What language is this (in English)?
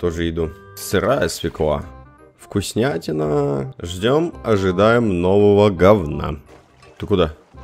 Russian